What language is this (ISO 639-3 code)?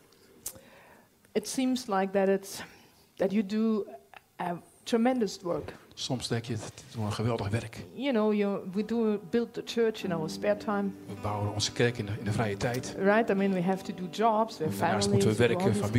nld